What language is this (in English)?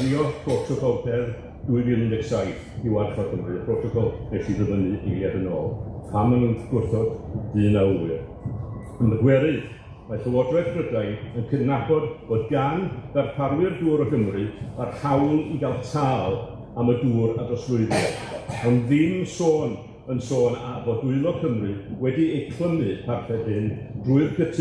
Welsh